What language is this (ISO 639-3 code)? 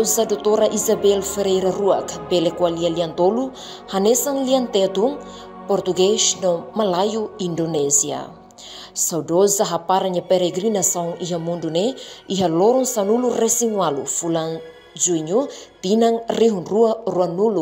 tet